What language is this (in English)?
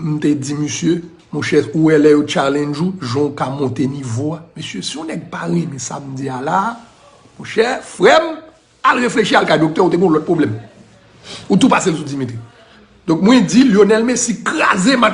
Haitian Creole